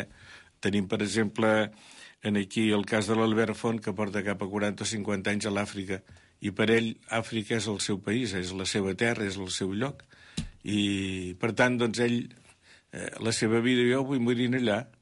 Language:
Catalan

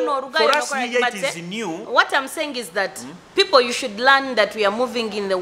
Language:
Nyoro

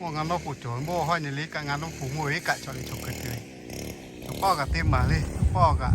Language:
Lahu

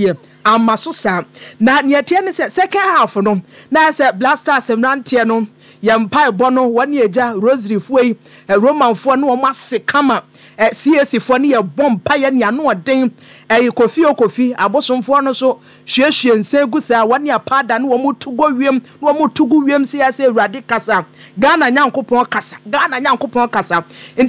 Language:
Akan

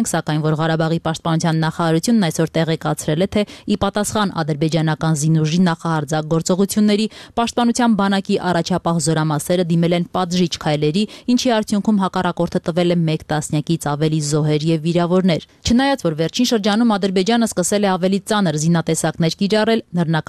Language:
Armenian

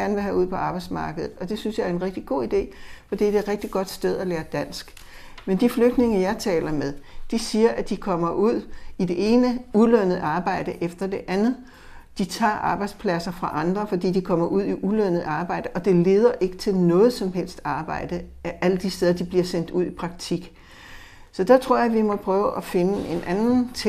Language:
Danish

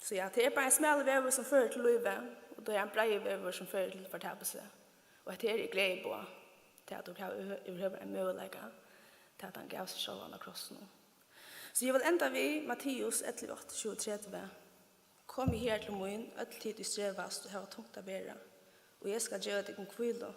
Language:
Faroese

